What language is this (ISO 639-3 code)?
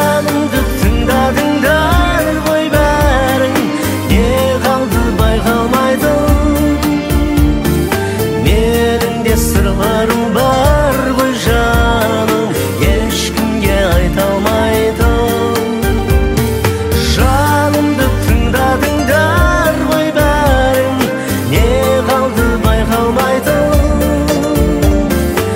kaz